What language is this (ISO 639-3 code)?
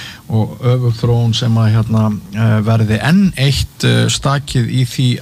isl